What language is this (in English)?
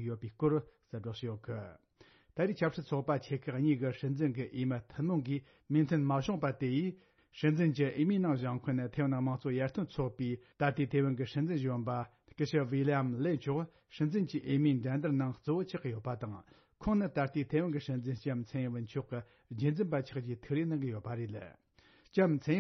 Tibetan